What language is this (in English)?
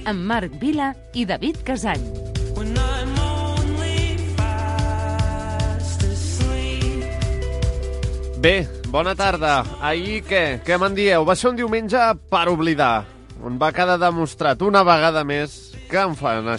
Catalan